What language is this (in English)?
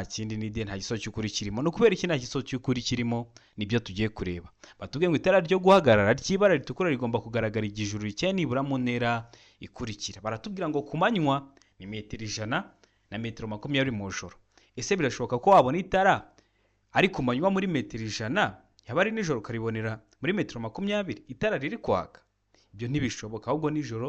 Kinyarwanda